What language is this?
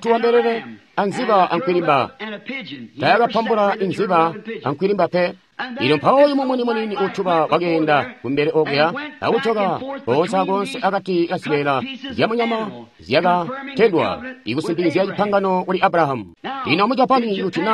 Tonga (Zambia)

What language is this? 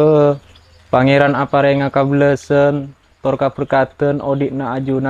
Madurese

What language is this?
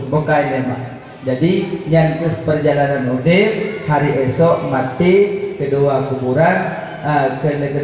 Achinese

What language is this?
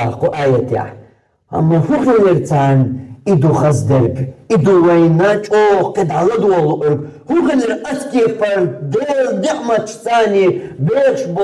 Chechen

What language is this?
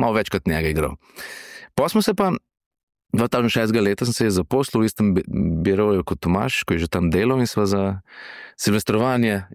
Slovenian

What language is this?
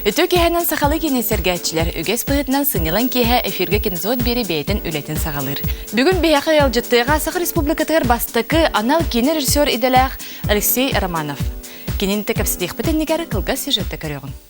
Yakut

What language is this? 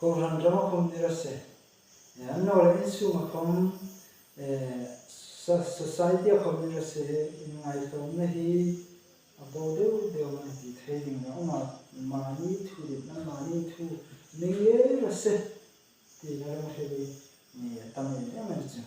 Hmar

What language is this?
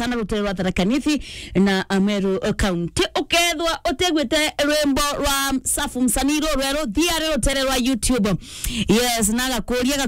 Meru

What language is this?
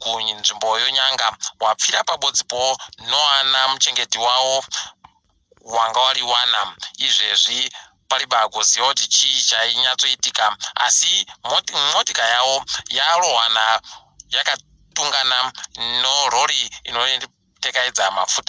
Ndau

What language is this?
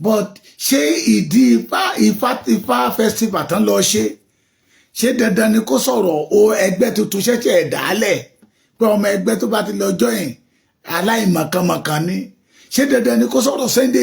Yoruba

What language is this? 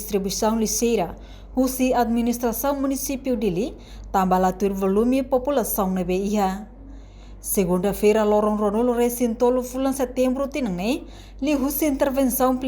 Tetum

